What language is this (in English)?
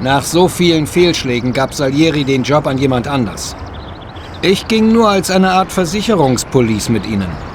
Bavarian